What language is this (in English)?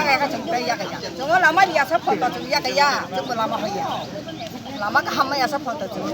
Kok Borok